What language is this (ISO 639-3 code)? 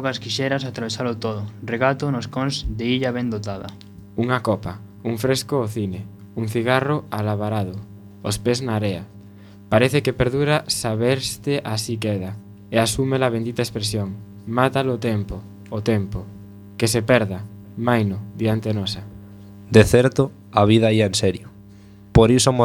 glg